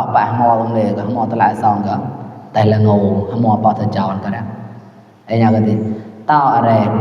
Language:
Mon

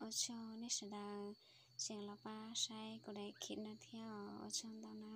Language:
Hmong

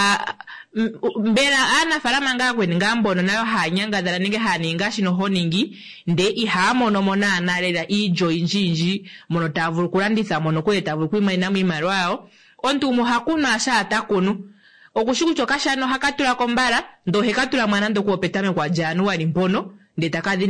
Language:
Kuanyama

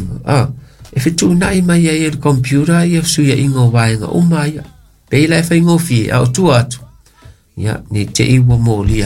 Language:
Samoan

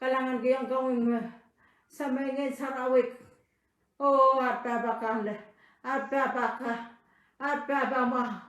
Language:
Pohnpeian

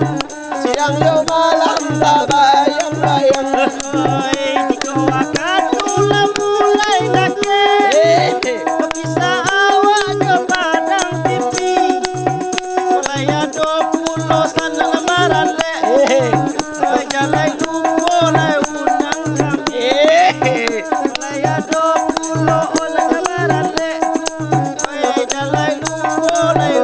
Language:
Minangkabau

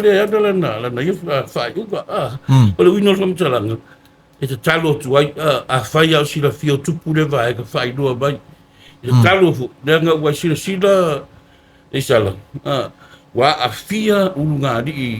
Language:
Samoan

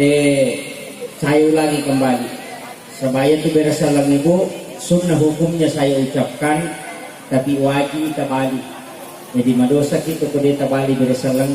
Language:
Buginese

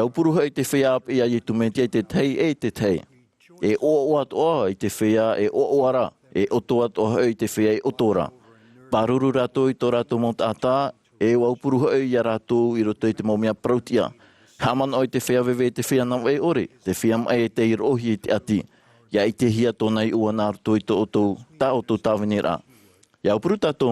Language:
Tahitian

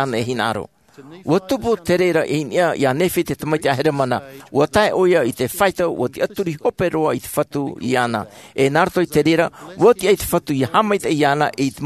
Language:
Tahitian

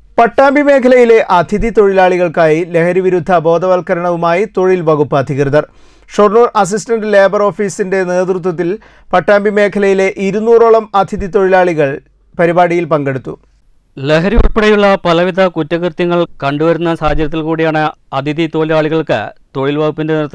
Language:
Malayalam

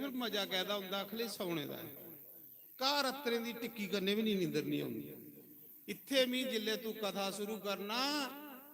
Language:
Dogri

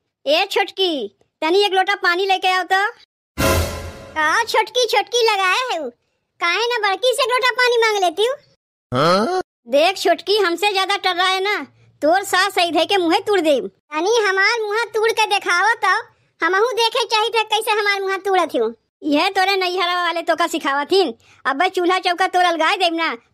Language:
Awadhi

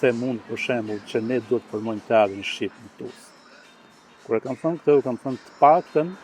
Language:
Albanian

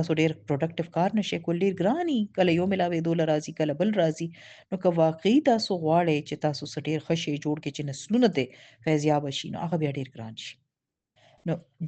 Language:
Pashto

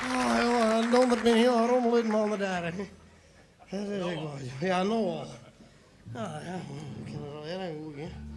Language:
Western Frisian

